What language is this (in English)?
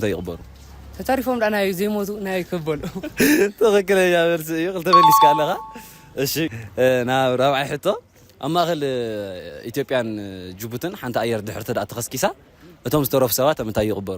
Tigrinya